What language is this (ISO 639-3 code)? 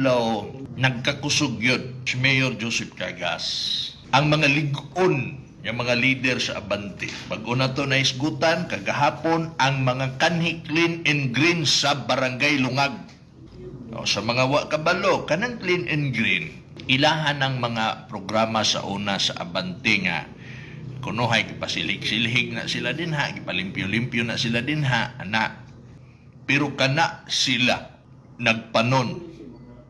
ceb